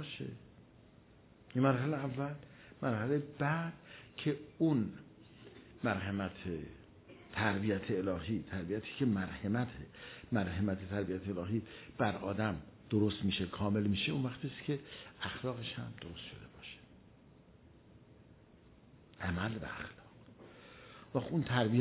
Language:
Persian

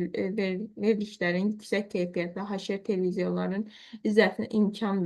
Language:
Azerbaijani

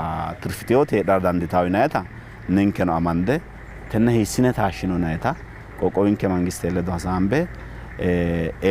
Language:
Sidamo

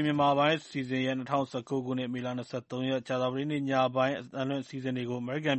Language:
Burmese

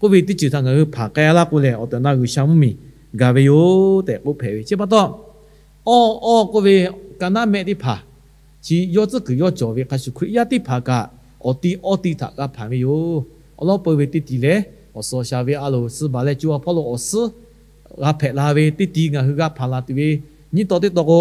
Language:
Lahu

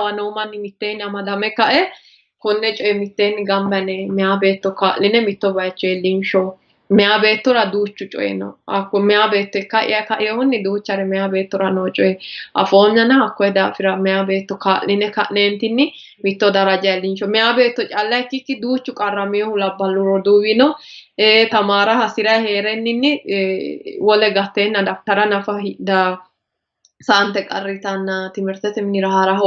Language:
Sidamo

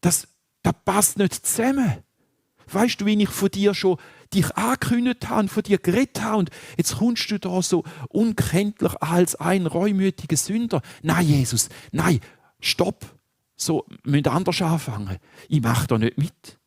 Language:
Swiss German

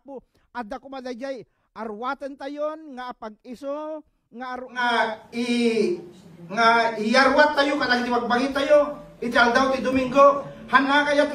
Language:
Iloko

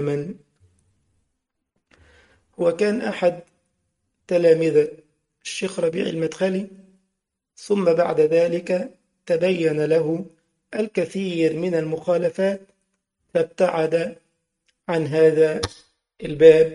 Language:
Arabic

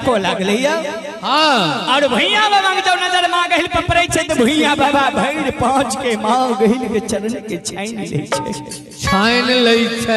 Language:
Maithili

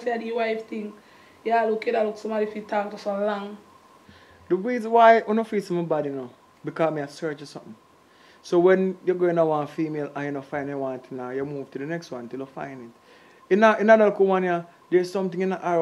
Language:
Jamaican Creole English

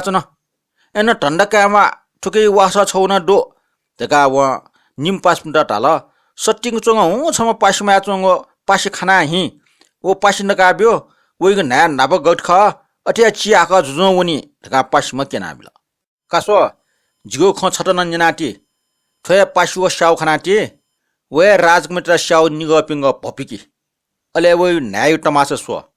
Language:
Newari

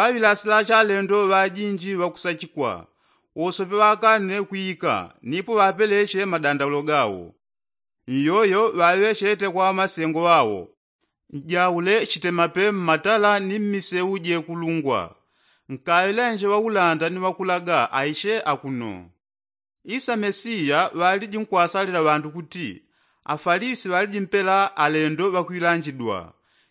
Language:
Yao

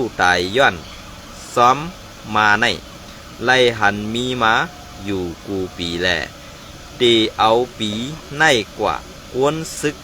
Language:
Shan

